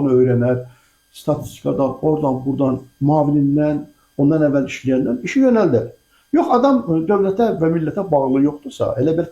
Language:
Azerbaijani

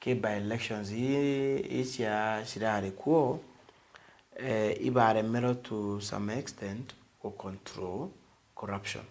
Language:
Meru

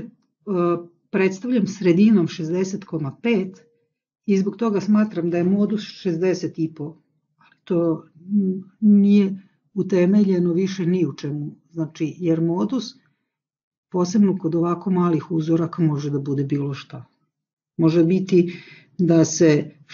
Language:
Serbian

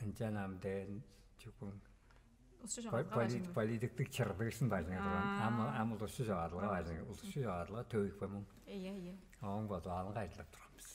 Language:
Tuvinian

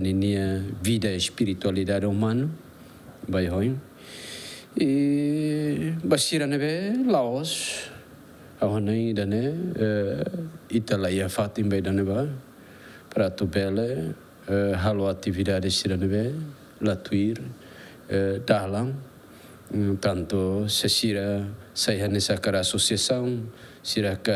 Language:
Tetum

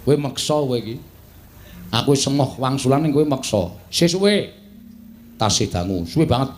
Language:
Javanese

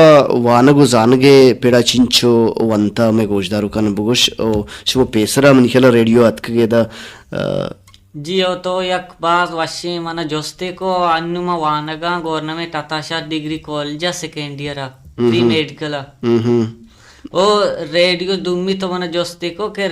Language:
Baluchi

